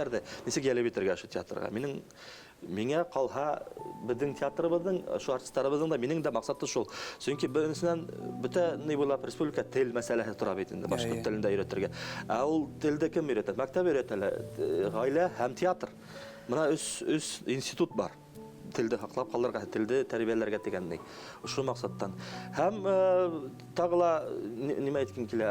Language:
Bashkir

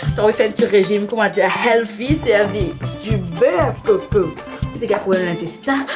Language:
Morisyen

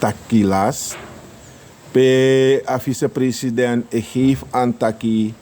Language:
Sranan Tongo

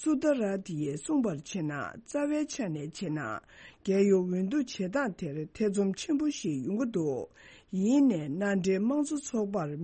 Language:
Tibetan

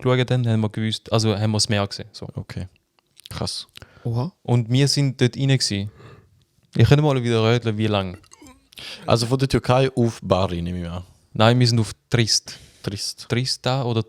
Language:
Swiss German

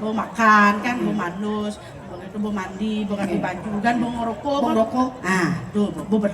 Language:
Balinese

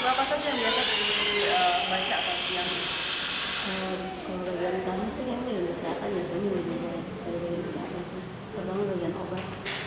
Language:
Indonesian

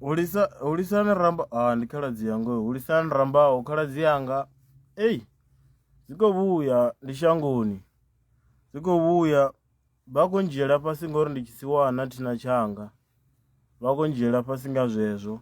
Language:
Venda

